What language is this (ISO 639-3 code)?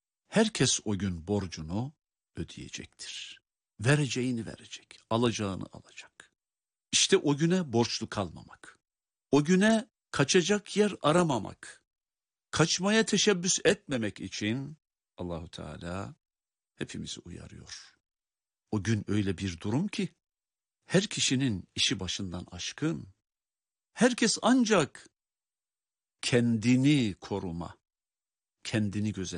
tur